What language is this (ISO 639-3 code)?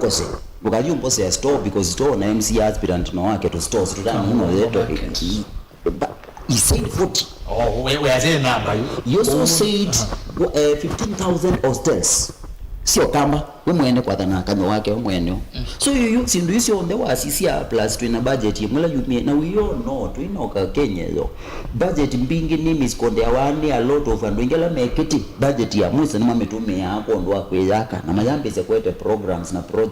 kam